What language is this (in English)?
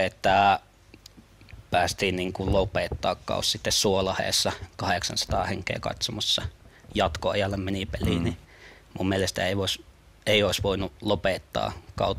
Finnish